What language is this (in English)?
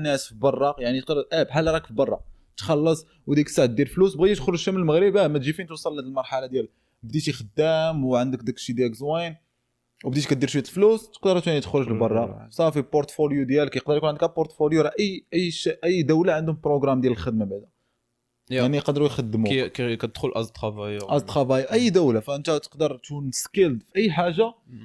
Moroccan Arabic